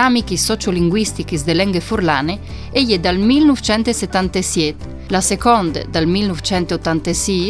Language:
Friulian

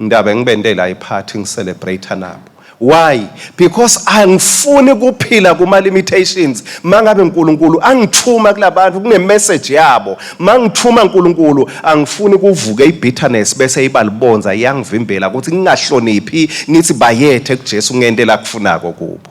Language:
Swati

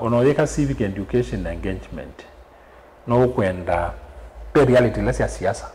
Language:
Kamba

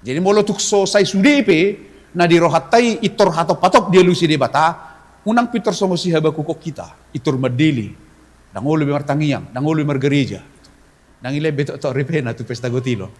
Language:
Batak Toba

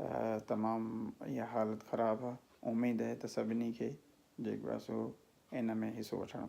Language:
Sindhi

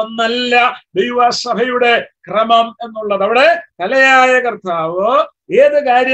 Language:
Malayalam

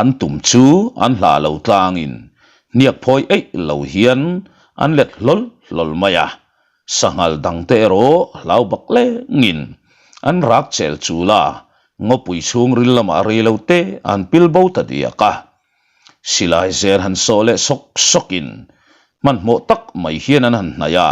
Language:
Mizo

